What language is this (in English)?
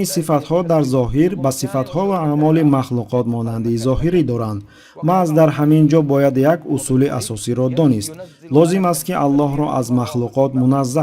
Tajik